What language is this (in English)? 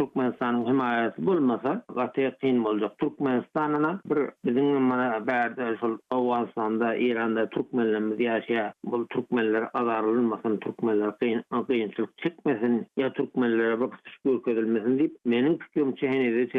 Turkmen